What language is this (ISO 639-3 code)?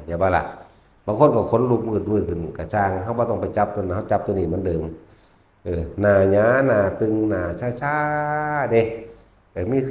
tts